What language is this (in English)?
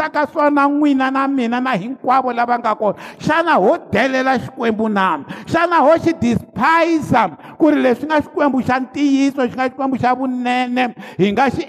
Tsonga